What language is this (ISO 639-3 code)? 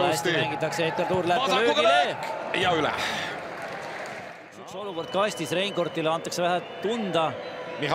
est